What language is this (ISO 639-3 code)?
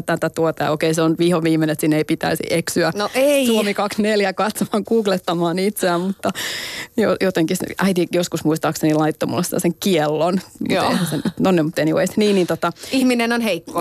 fin